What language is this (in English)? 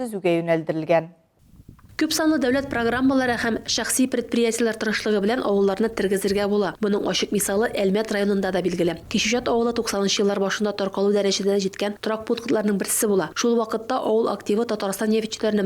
Tatar